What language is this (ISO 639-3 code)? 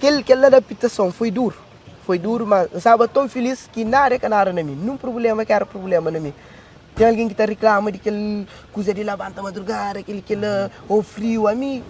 kea